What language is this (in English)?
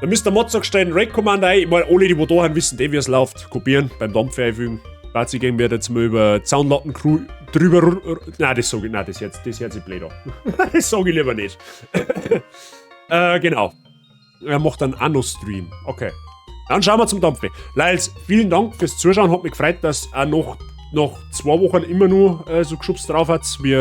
Bavarian